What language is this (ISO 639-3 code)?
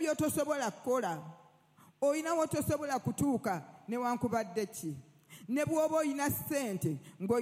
lug